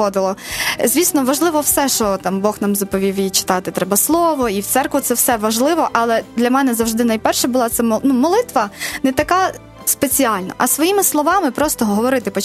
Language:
Ukrainian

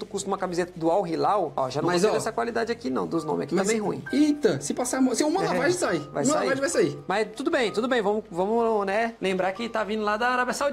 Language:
Portuguese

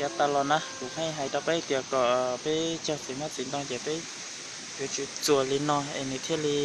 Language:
Hmong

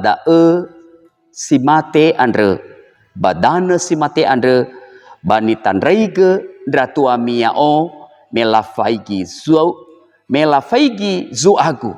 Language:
Nias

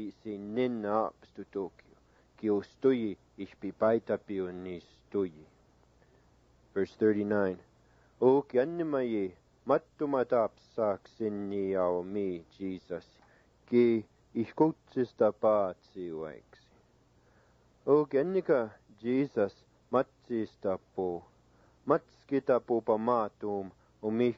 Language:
Siksiká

